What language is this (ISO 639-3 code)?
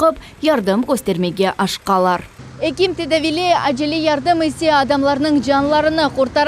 crh